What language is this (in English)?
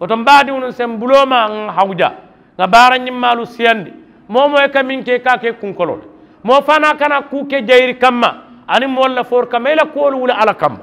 Mandingo